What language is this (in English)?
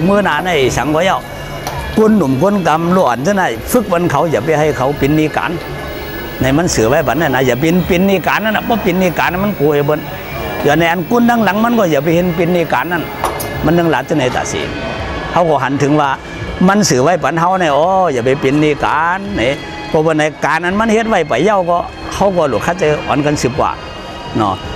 Shan